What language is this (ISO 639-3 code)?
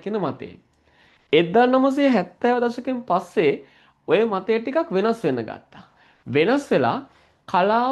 sin